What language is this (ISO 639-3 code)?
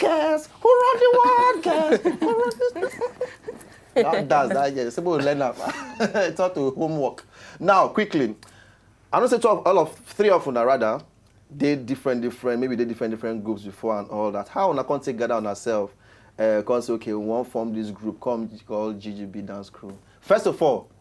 pcm